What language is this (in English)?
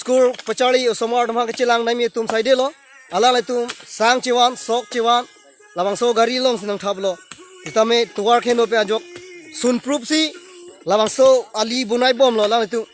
Karbi